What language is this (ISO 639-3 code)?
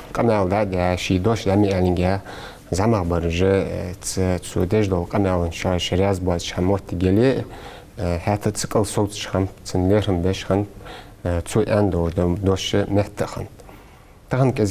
inh